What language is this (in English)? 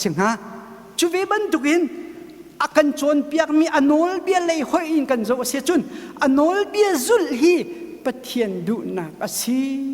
Hakha Chin